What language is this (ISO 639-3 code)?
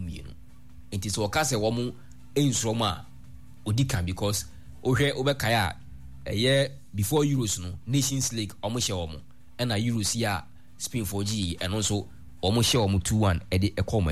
aka